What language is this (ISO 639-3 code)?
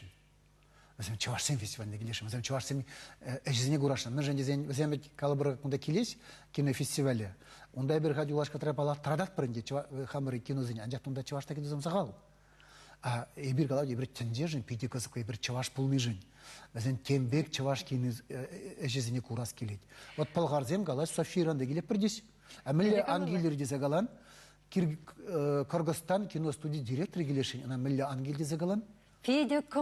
chv